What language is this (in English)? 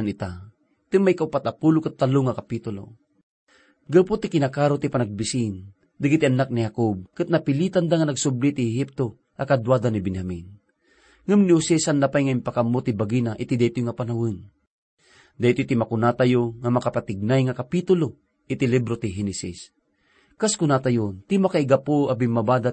Iloko